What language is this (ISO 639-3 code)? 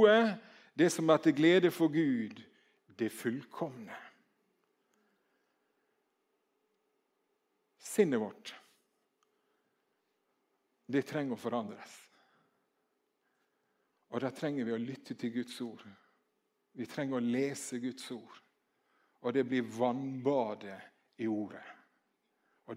nor